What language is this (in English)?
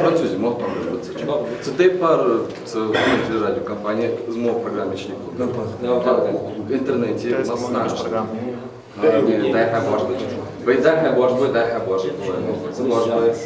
Ingush